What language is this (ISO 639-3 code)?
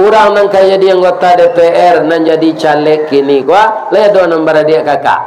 min